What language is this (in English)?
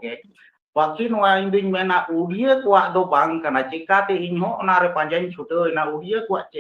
Santali